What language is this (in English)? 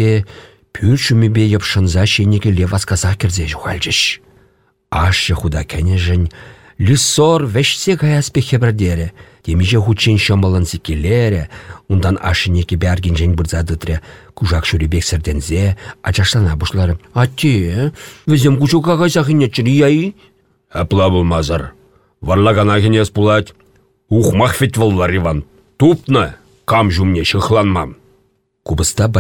Chuvash